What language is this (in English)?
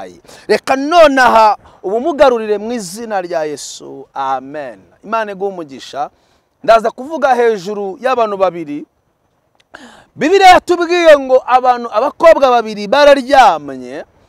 Kinyarwanda